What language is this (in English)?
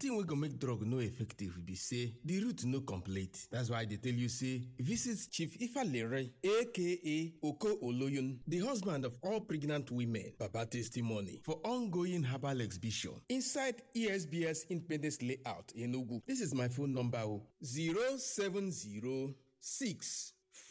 Nigerian Pidgin